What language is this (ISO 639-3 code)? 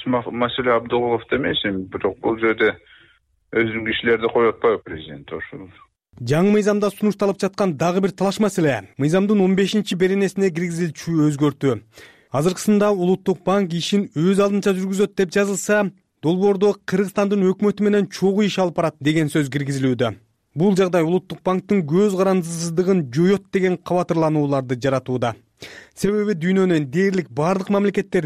kir